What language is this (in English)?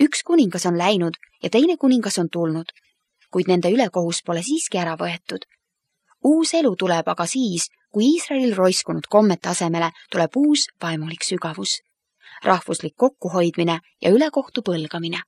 Estonian